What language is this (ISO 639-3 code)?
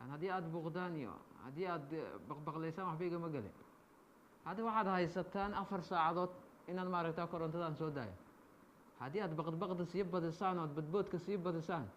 som